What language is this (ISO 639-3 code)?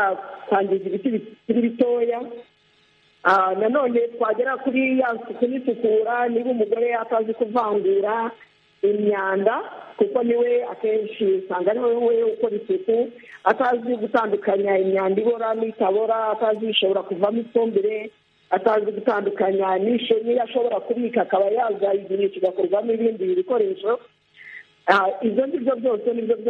kin